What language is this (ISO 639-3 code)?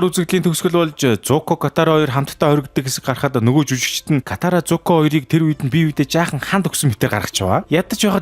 mon